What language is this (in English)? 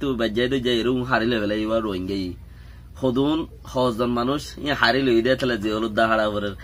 Rohingya